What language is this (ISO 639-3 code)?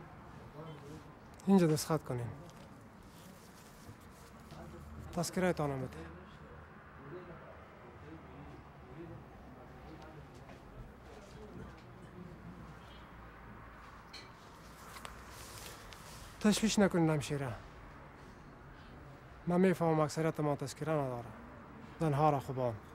fas